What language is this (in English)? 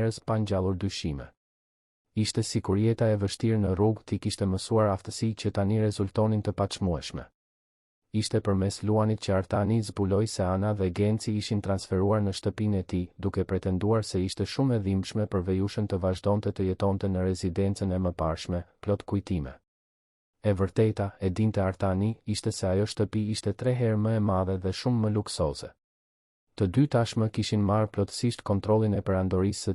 Albanian